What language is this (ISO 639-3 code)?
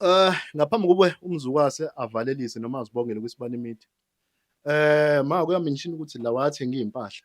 zul